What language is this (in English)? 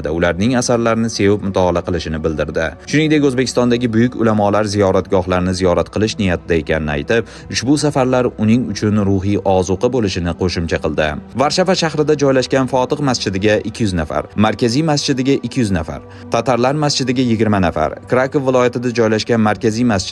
Uzbek